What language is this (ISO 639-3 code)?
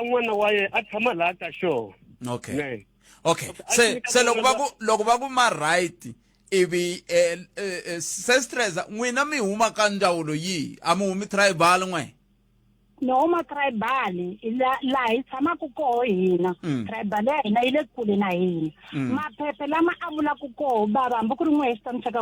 tso